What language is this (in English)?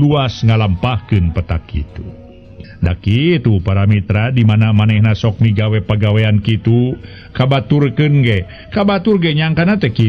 Sundanese